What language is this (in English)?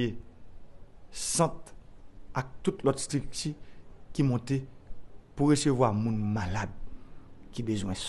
Haitian Creole